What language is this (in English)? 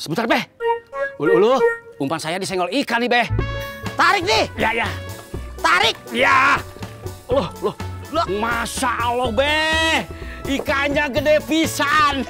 Betawi